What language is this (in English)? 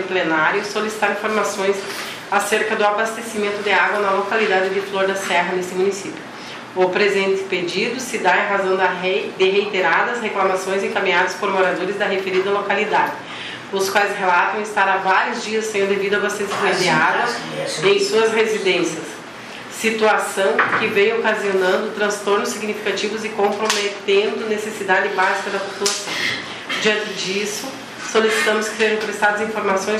Portuguese